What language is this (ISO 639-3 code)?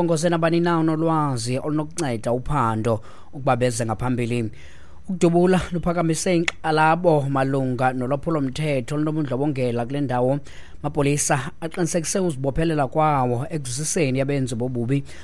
xho